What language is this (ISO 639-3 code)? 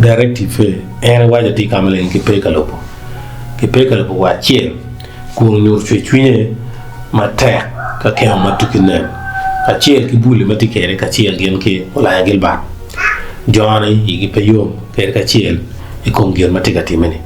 ach